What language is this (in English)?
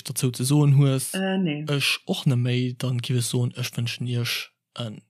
Luxembourgish